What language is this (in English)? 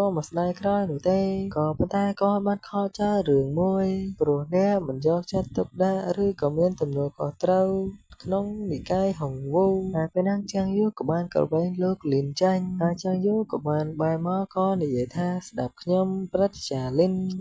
Khmer